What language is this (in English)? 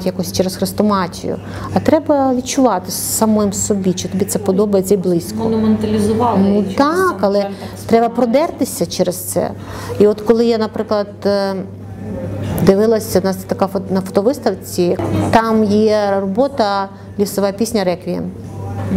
Ukrainian